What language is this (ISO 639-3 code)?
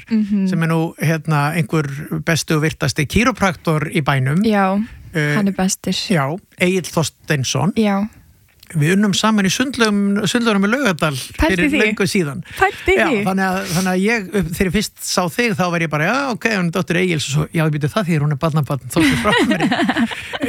isl